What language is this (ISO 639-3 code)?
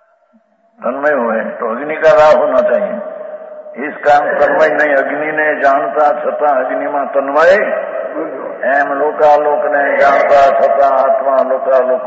guj